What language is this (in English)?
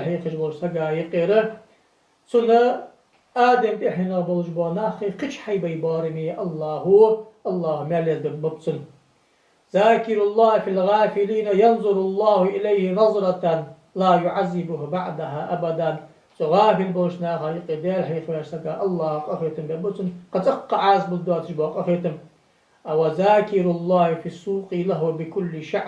Ingush